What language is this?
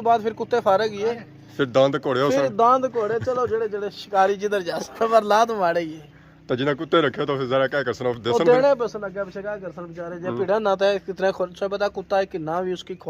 Pahari-Potwari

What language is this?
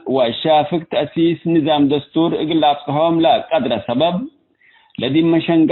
Tigre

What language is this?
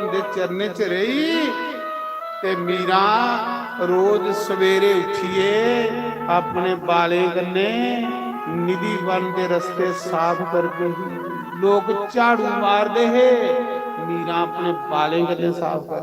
Dogri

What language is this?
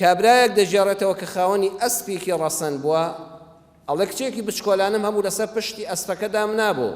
Central Kurdish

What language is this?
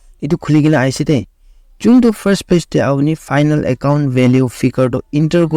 Naga Pidgin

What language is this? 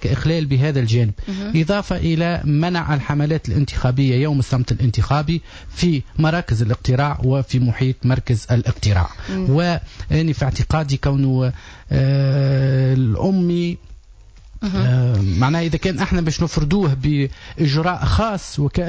Tunisian Arabic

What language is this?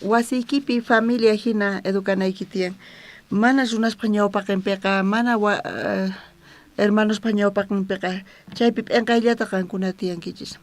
South Bolivian Quechua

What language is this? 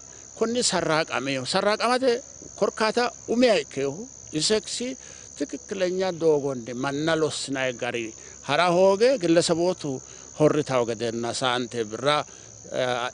Sidamo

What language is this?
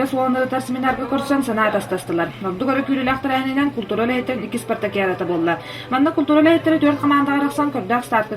Yakut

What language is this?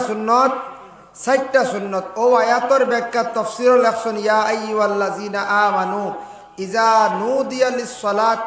Sylheti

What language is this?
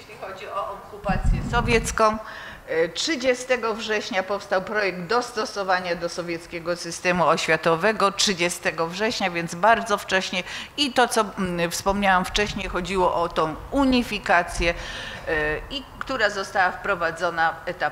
Polish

